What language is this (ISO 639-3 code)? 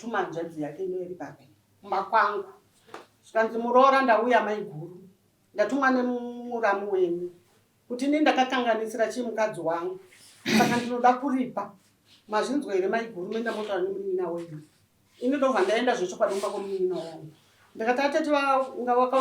sna